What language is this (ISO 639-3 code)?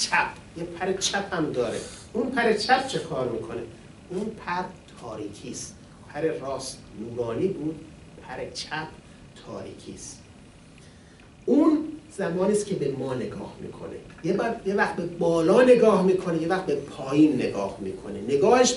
fas